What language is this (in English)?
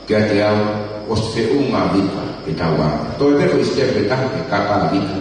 Tongan